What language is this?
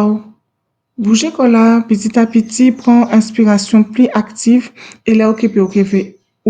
Guadeloupean Creole French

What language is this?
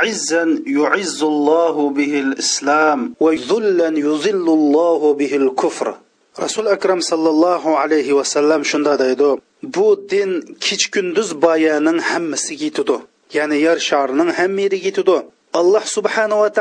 Uyghur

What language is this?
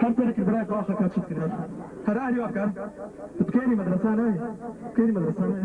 Kurdish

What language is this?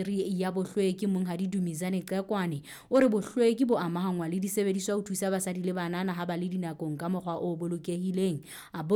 Southern Sotho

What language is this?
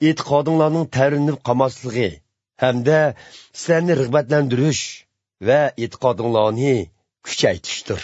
Uzbek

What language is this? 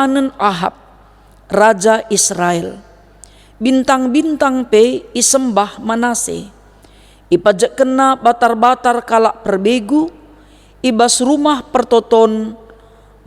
Batak Karo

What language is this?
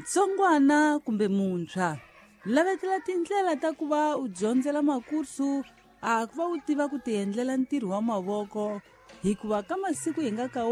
Tsonga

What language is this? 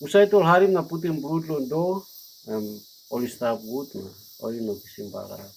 Tok Pisin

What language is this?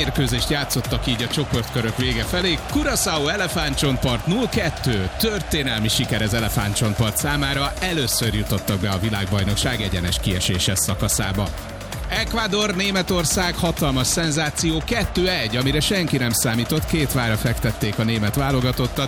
Hungarian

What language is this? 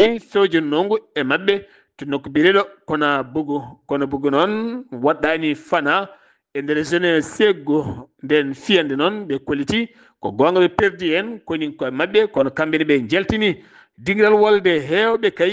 Fula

